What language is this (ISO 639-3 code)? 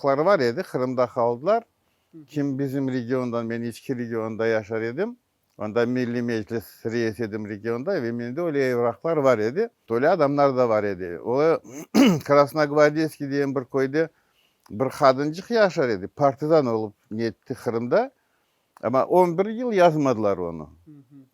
crh